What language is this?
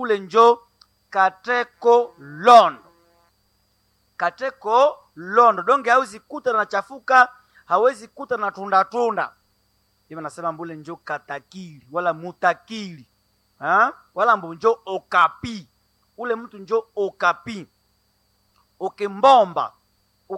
Swahili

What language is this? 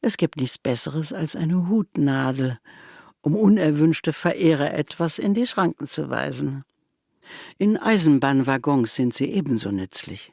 Swiss German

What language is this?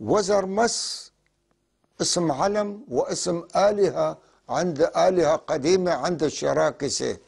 North Levantine Arabic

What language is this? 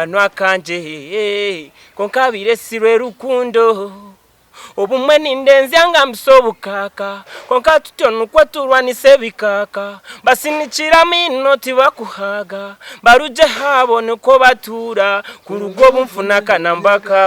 Nyankole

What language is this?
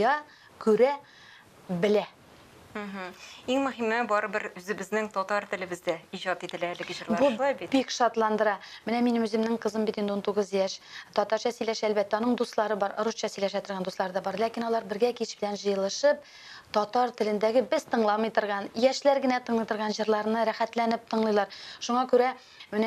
Tatar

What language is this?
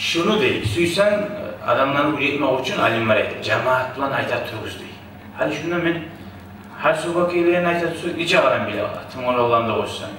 Kumyk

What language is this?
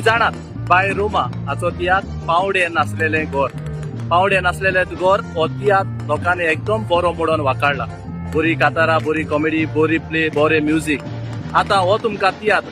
Konkani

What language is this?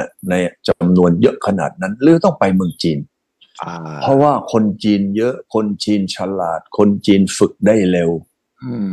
Thai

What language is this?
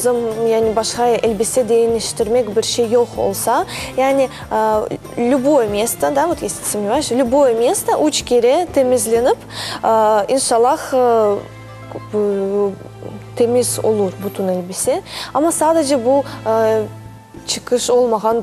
Crimean Tatar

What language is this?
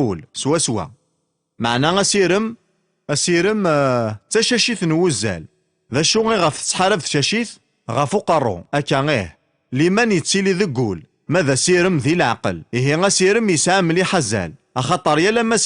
Kabyle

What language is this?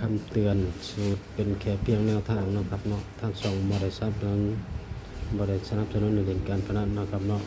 Northeastern Thai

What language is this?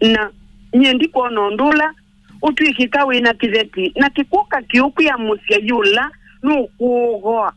Kamba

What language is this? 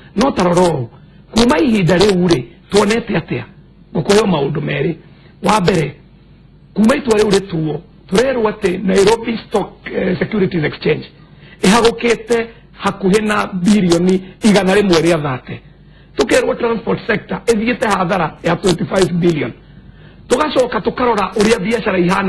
Kikuyu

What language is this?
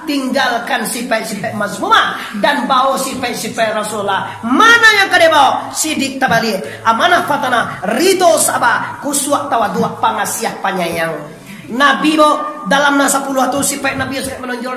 Minangkabau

